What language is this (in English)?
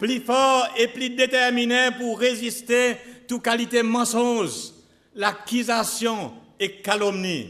Seselwa Creole French